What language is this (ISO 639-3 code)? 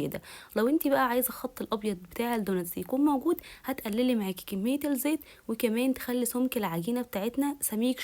arz